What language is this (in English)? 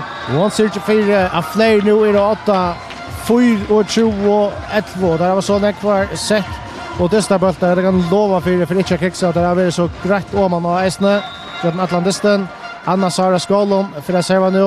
Faroese